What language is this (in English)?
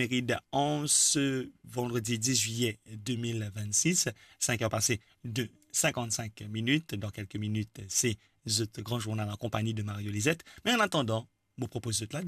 Morisyen